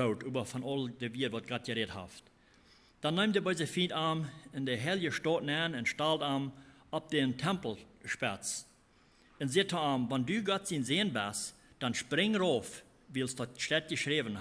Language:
Plautdietsch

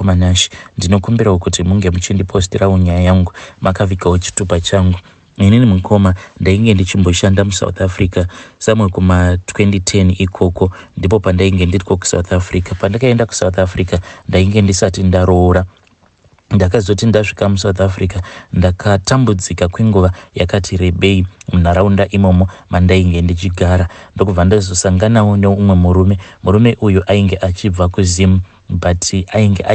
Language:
Shona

